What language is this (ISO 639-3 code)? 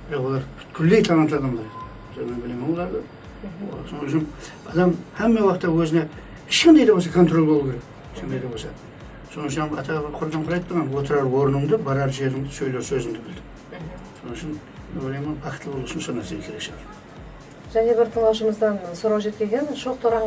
kaa